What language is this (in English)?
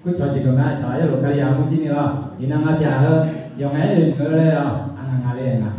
Akha